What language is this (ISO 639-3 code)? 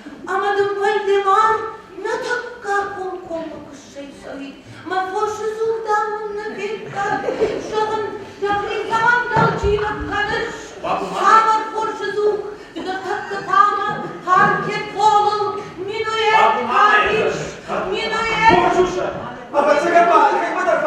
oss